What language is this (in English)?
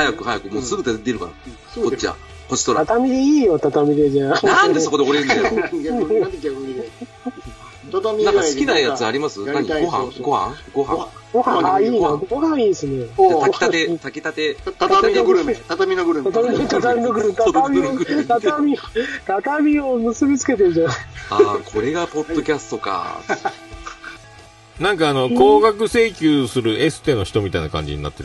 Japanese